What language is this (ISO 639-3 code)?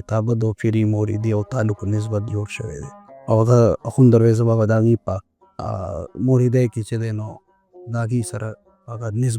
pus